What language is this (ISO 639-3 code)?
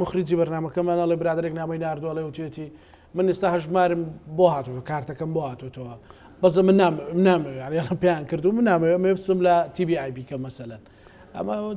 ckb